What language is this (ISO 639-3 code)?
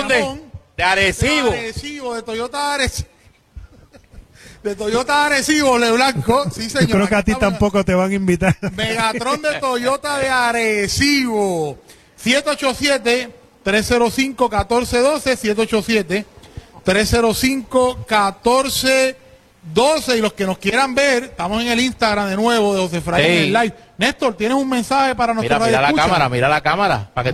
spa